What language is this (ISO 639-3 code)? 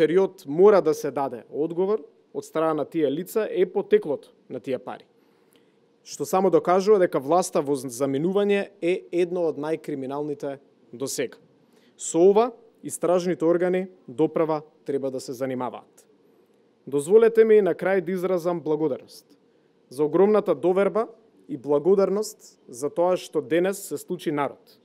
mkd